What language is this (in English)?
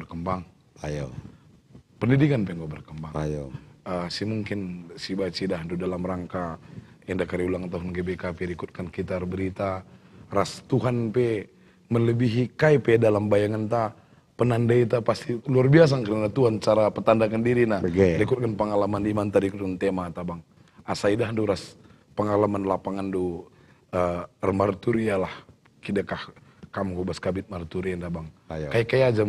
Batak Karo